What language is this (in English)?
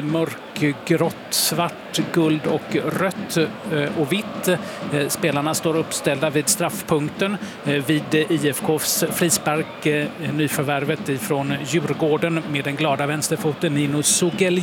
Swedish